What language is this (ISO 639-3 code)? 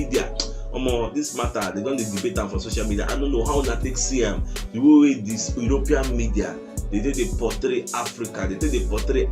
pcm